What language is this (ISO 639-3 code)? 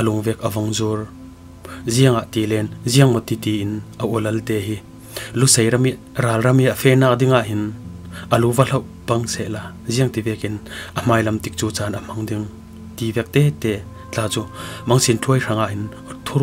cfm